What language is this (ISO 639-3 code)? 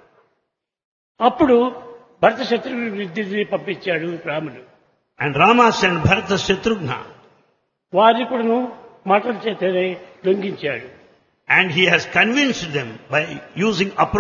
tel